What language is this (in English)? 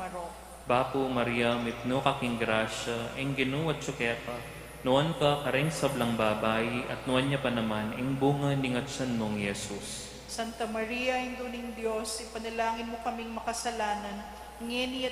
Pampanga